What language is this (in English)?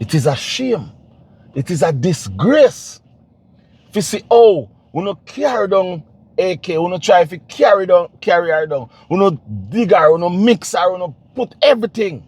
Jamaican Creole English